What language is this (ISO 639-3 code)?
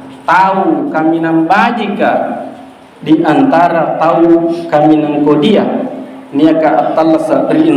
mak